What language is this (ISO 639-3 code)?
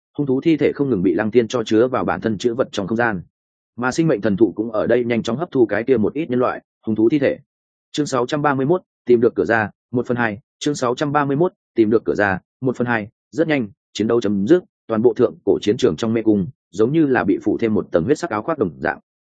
vie